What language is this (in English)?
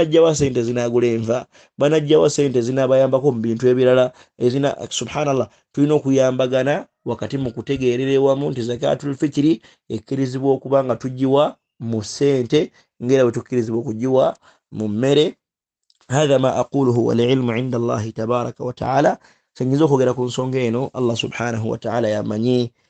Ganda